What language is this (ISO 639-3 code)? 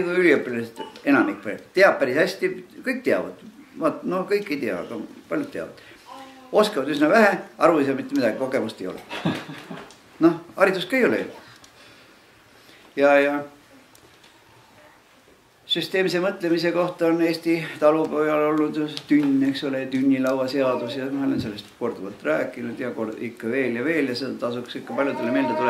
est